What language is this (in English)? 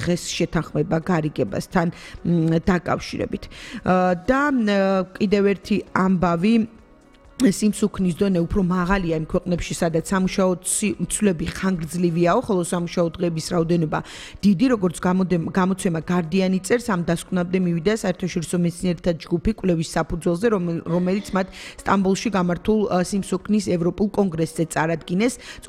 Georgian